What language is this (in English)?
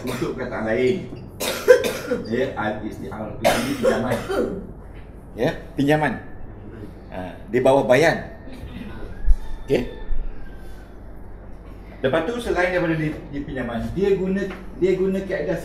Malay